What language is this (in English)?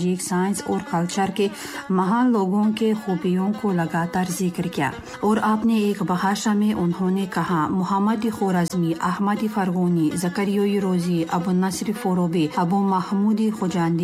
Tajik